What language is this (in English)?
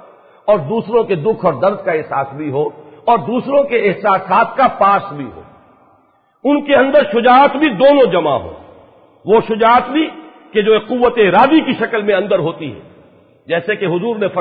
Urdu